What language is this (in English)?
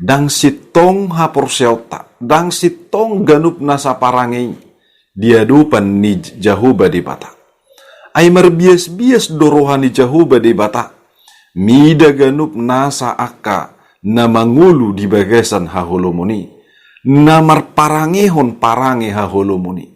Batak Toba